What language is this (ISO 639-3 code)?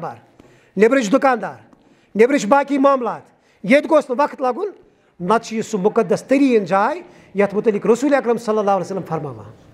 kas